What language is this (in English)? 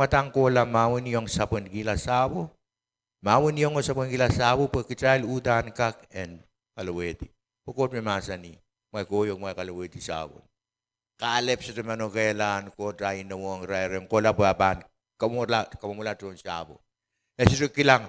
Pohnpeian